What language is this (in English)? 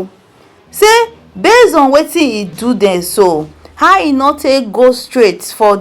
Nigerian Pidgin